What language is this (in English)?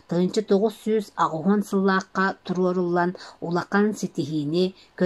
Yakut